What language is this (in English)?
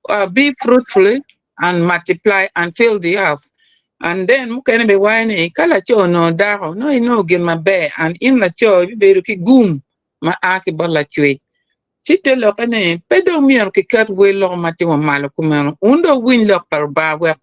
Acoli